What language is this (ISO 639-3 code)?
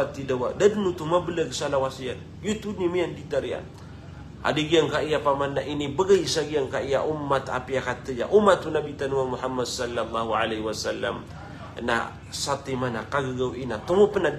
mrw